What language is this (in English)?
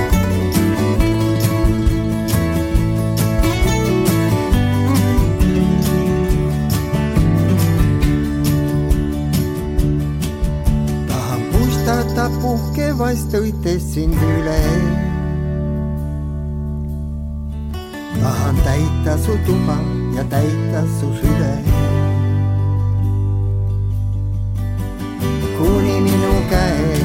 Estonian